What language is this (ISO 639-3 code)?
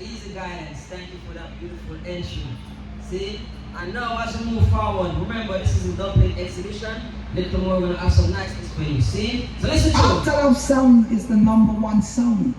jam